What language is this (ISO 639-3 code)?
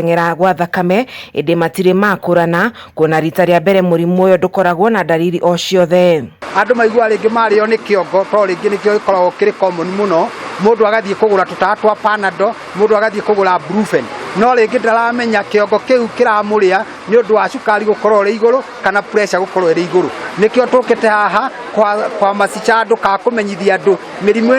kik